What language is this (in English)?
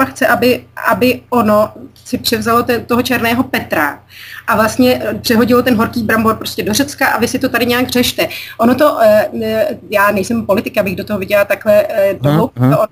Czech